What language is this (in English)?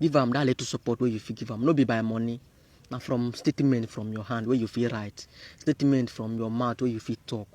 Nigerian Pidgin